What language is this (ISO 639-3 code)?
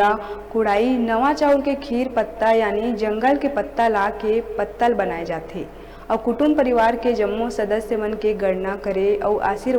hne